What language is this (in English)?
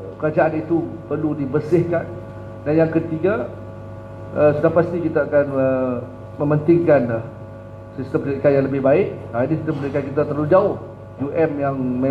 Malay